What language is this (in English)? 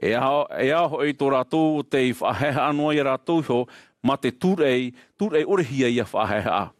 Tahitian